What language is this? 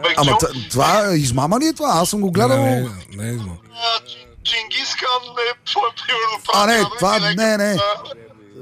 Bulgarian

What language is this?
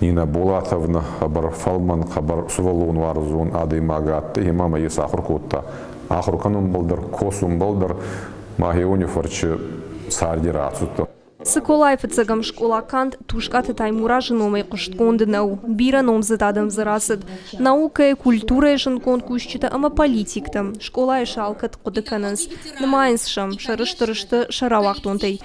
Ossetic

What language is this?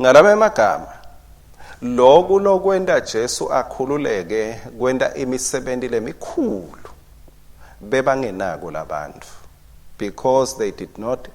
Swati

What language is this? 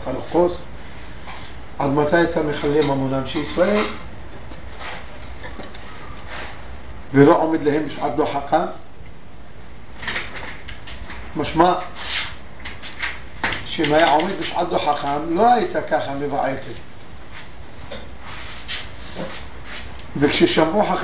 Hebrew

